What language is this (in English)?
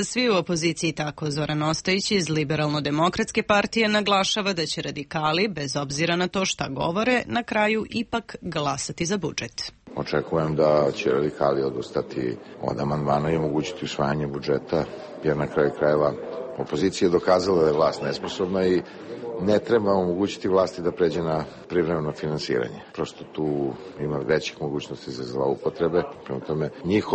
Serbian